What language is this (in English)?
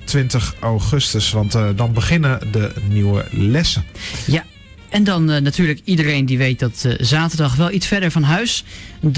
Dutch